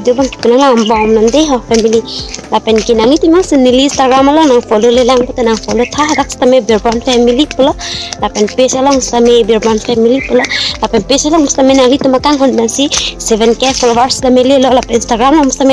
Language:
Karbi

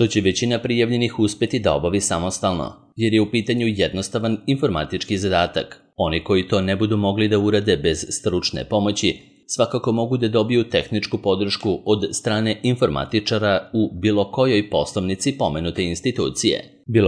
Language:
Serbian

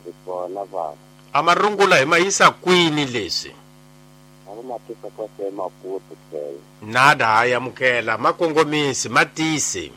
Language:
Tsonga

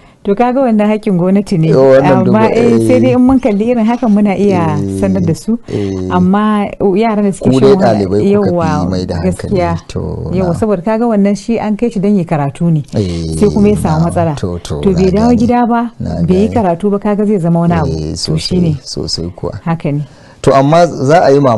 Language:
Hausa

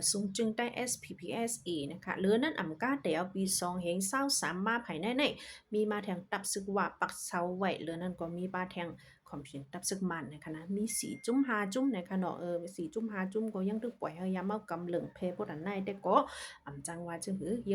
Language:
Shan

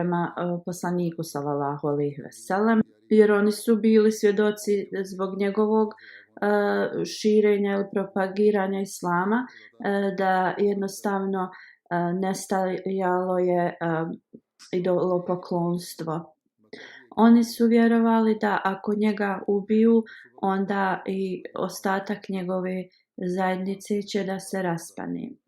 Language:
Bosnian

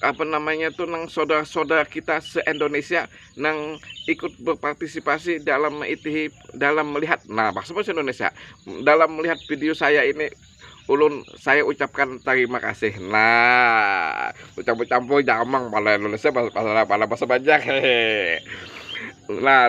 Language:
Banjar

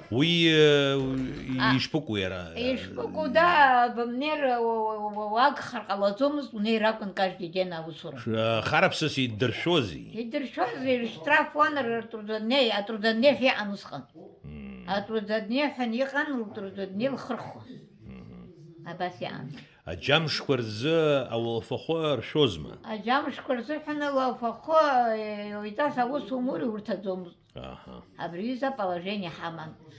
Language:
Abkhazian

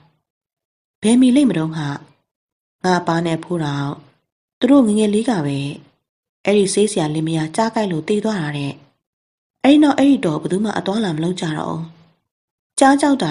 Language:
Burmese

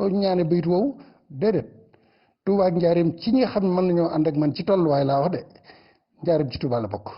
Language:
Wolof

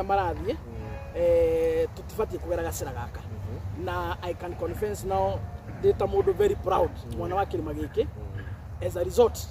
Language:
Kikuyu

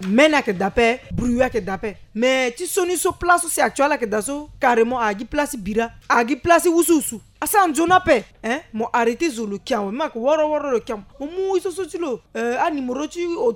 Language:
Sango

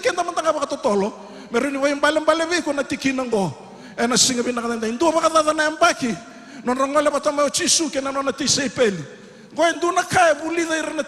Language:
Fijian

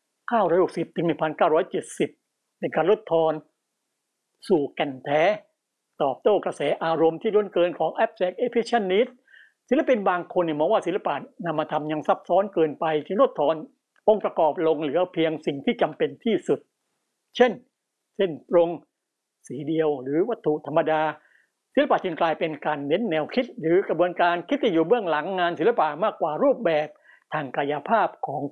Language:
Thai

